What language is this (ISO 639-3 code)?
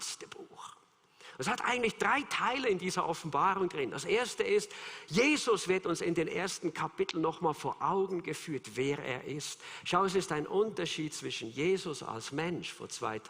gsw